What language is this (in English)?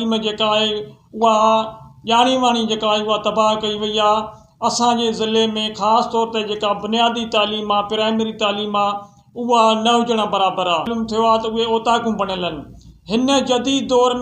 Sindhi